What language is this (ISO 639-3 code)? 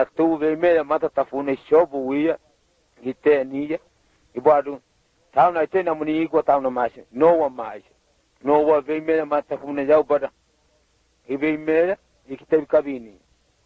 swa